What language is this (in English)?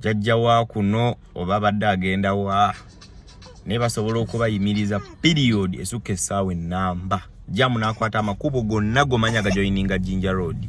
Ganda